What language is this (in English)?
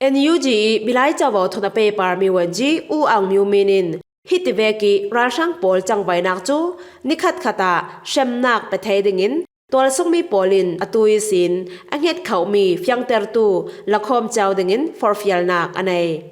Falam Chin